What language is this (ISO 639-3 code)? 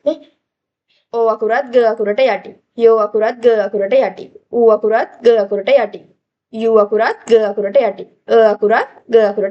sin